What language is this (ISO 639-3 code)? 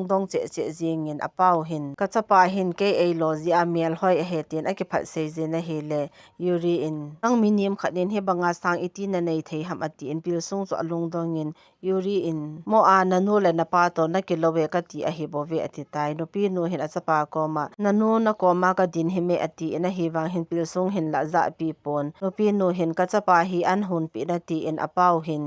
tcz